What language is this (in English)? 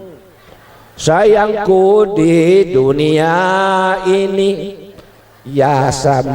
Musi